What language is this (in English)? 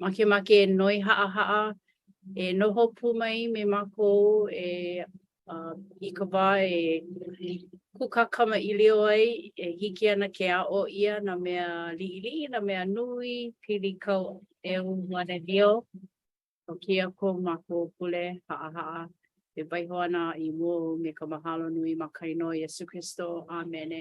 Hawaiian